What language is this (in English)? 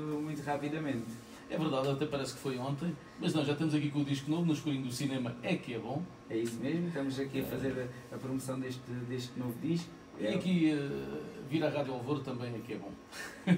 Portuguese